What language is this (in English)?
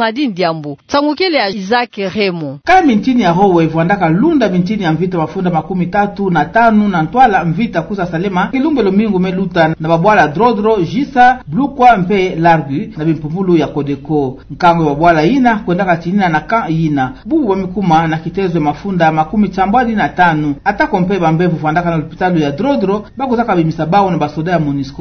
Kituba (Democratic Republic of Congo)